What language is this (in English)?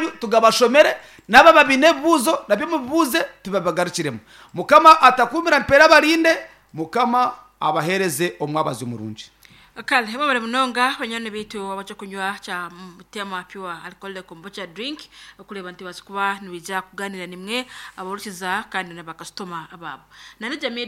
Nyankole